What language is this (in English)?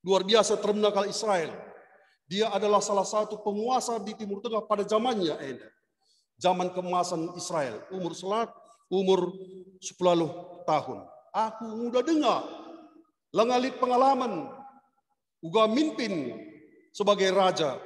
Batak Karo